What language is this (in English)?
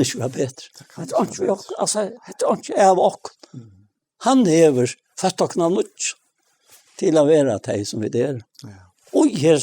Faroese